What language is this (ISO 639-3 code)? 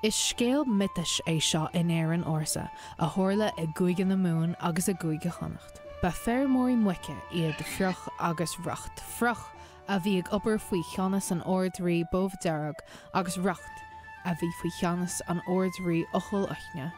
gle